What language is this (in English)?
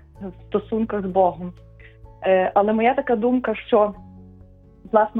Ukrainian